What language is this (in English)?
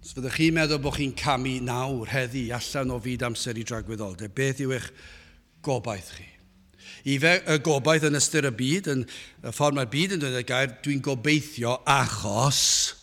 Welsh